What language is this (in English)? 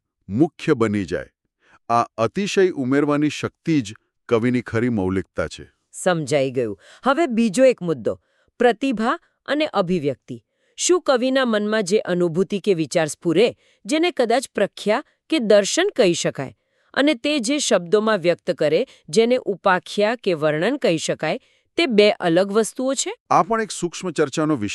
Gujarati